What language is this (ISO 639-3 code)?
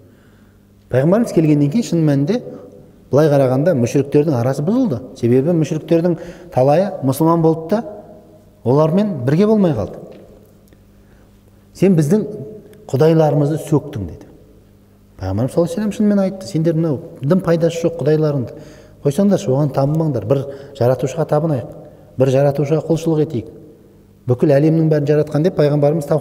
kaz